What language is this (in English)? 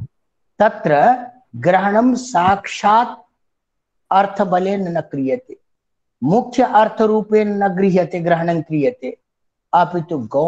Sanskrit